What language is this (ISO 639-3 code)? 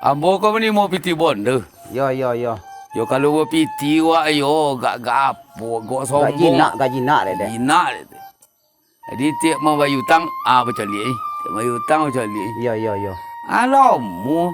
min